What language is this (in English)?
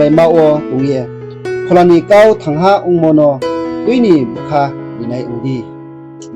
Riang (India)